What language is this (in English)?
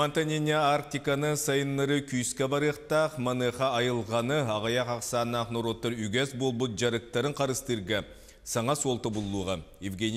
Yakut